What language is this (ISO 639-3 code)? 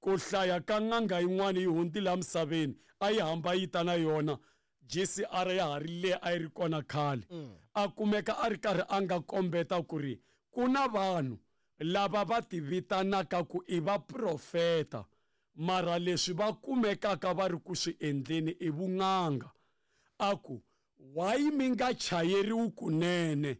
tso